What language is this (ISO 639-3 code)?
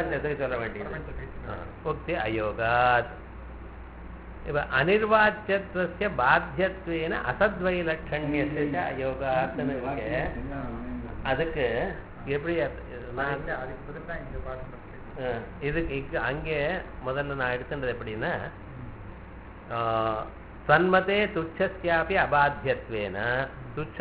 tam